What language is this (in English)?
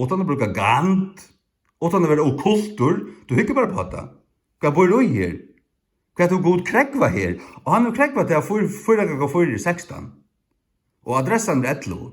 Faroese